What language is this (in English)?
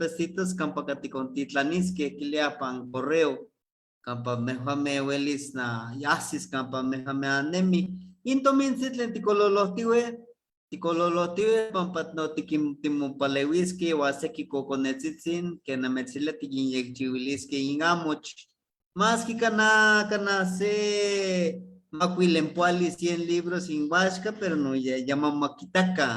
Eastern Huasteca Nahuatl